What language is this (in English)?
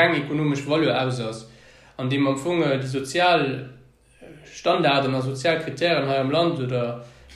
Luxembourgish